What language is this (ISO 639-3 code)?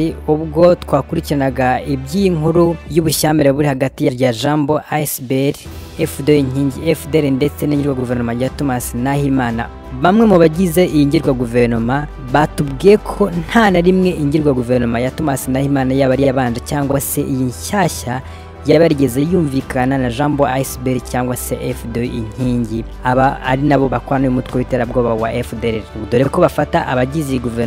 kin